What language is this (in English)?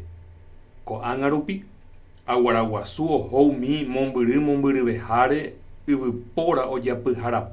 Guarani